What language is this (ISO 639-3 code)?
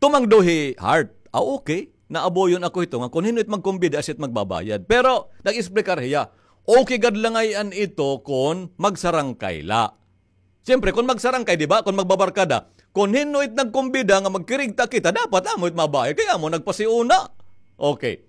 war